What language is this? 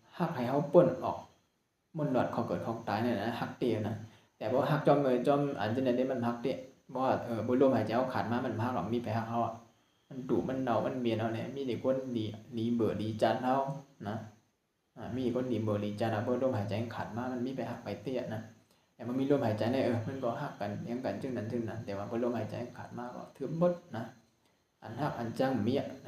Shan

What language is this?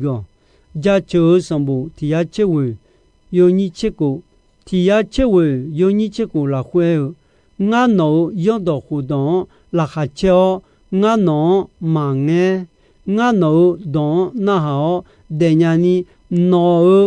Akha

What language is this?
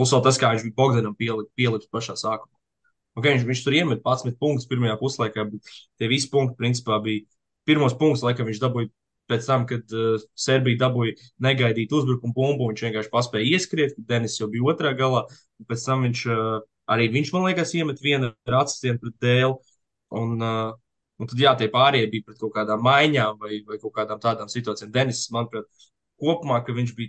Latvian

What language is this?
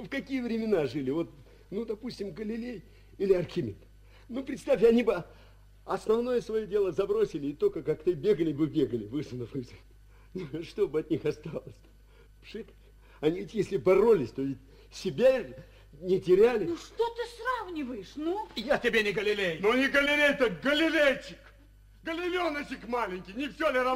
Russian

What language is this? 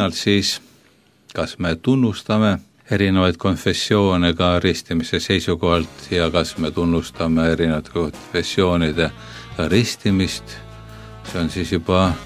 Estonian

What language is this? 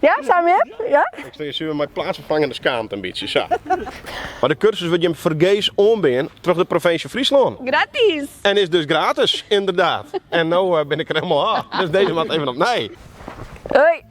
Western Frisian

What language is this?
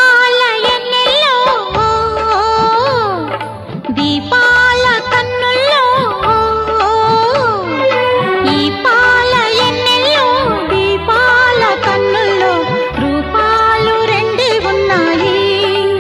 Telugu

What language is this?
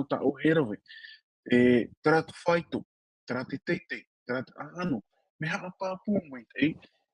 Tahitian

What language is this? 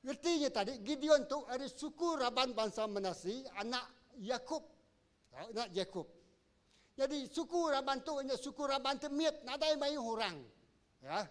Iban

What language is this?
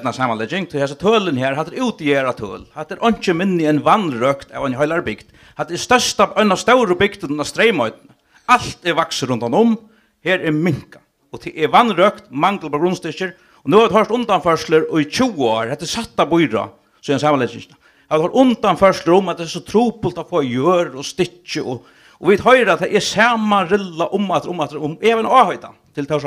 Faroese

